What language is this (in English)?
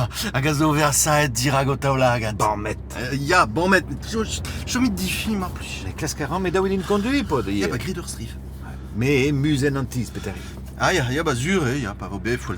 Breton